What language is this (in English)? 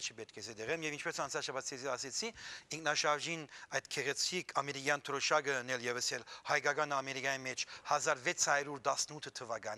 Western Armenian